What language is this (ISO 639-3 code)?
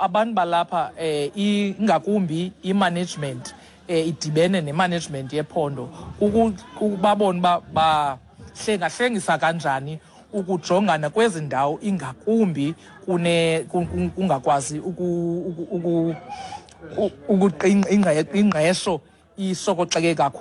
xho